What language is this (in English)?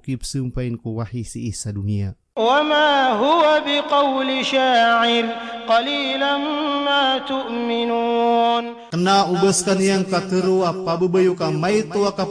Maranao